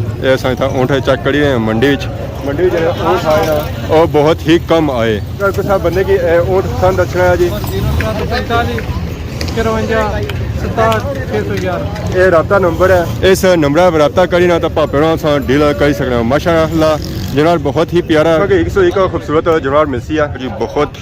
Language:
Pahari-Potwari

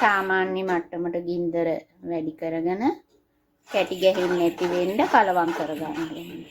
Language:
Sinhala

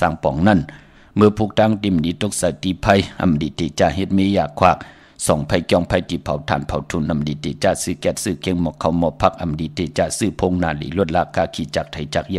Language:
Shan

